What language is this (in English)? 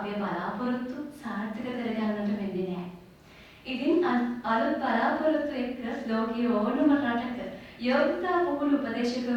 Sinhala